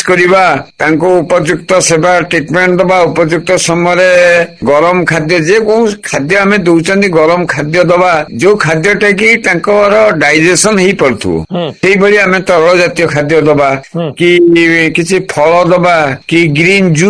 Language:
Odia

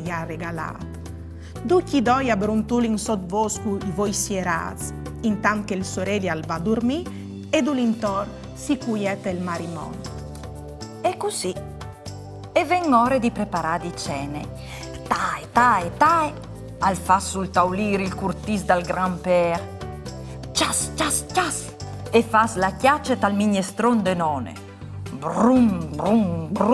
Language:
Friulian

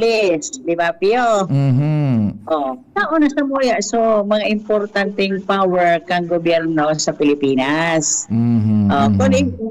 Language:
Bikol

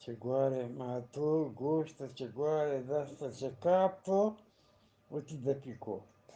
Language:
Eastern Balochi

